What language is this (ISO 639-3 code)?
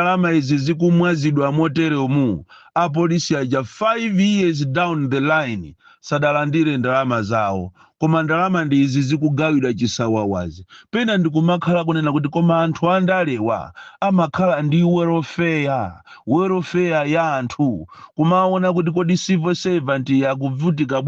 nya